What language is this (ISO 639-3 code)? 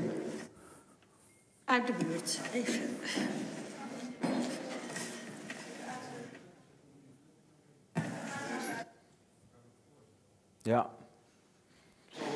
nld